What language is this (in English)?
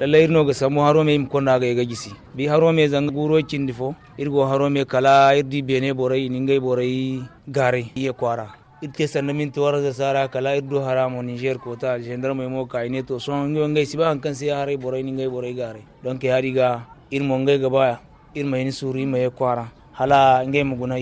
Zarma